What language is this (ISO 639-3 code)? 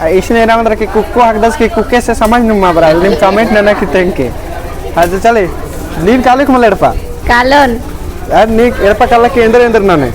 kru